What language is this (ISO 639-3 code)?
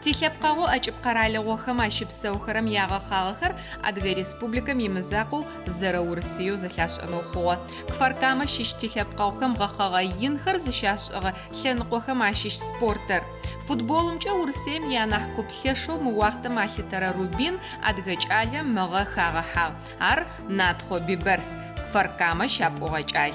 ady